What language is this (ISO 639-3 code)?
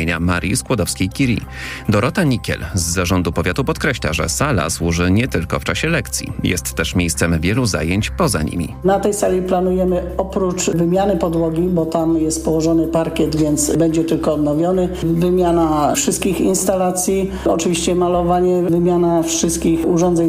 pol